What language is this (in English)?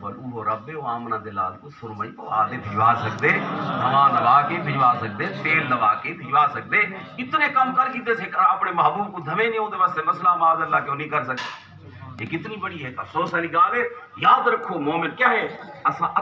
Saraiki